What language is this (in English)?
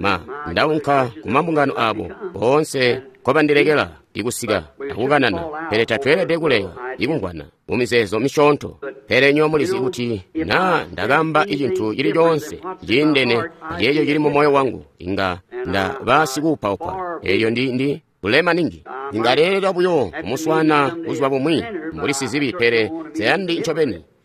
Tonga (Zambia)